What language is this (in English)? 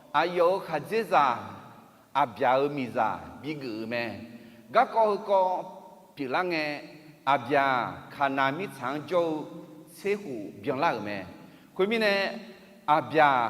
Akha